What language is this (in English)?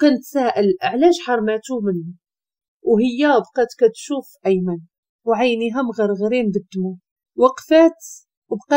Moroccan Arabic